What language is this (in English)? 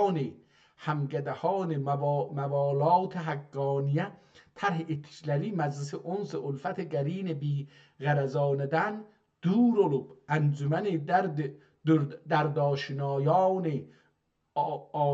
South Azerbaijani